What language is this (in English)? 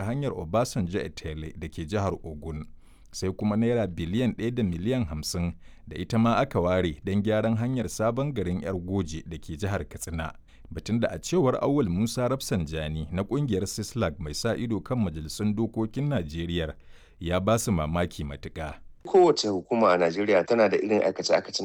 Hausa